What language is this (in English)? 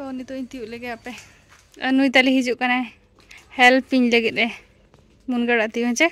Santali